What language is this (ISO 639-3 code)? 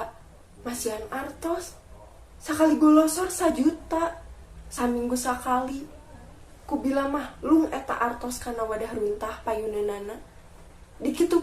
sun